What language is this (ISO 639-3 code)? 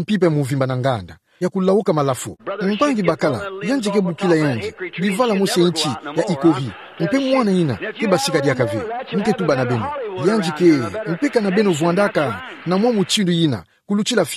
ktu